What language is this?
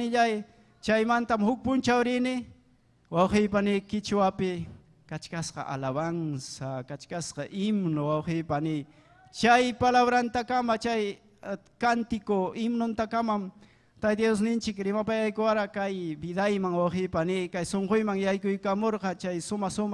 Ayacucho Quechua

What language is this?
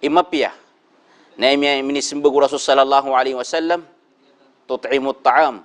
Maranao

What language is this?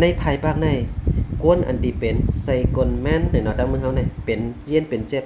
Shan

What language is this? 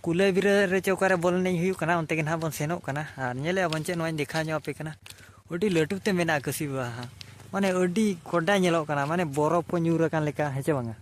Santali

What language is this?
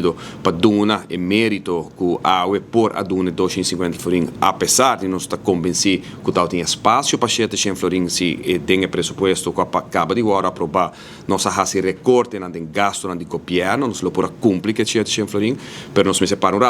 Papiamento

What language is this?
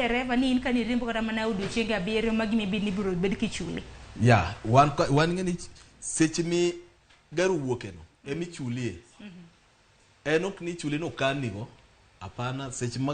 Luo (Kenya and Tanzania)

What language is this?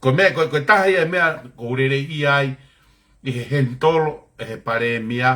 Tongan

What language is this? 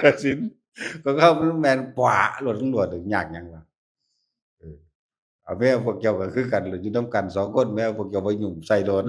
Northeastern Thai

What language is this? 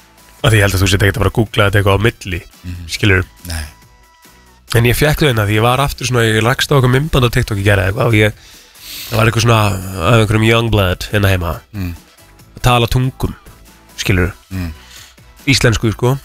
Icelandic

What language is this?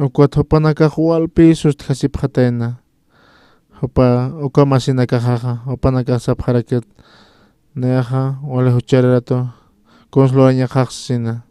Aymara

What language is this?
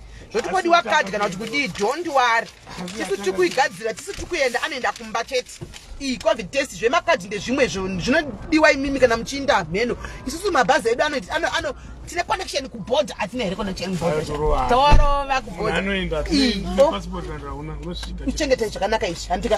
Shona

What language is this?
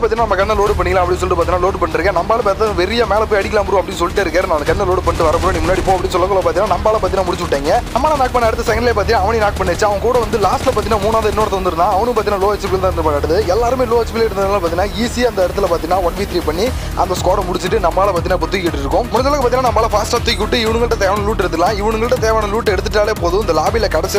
Tamil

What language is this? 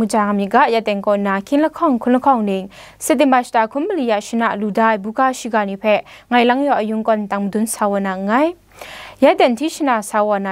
Kachin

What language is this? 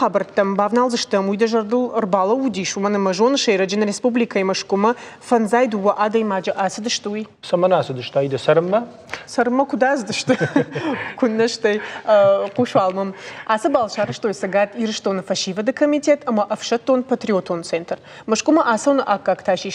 Ossetic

